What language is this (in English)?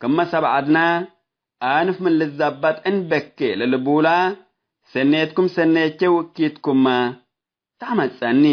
Tigre